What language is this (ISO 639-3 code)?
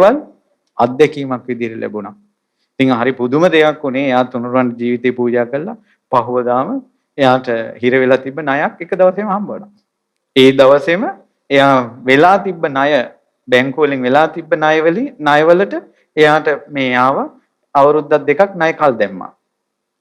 sin